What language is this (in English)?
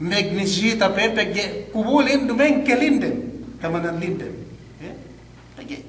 Yakan